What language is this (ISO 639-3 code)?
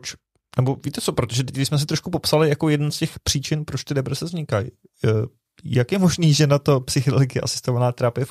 ces